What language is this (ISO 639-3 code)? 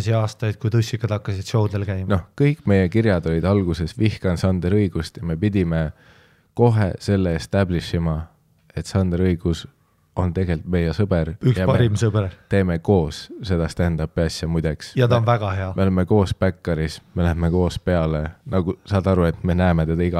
est